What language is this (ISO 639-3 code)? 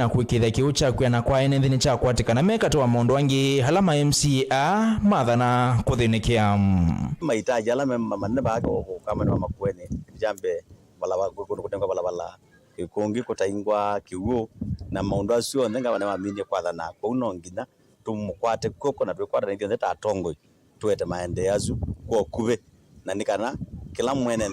kam